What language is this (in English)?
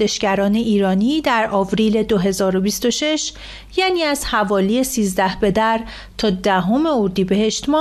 Persian